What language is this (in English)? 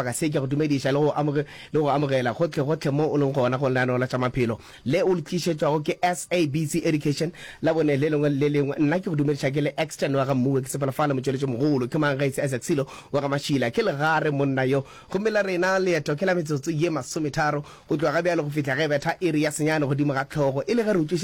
Northern Sotho